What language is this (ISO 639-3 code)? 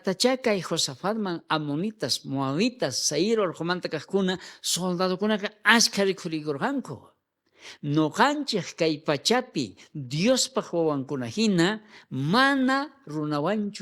quh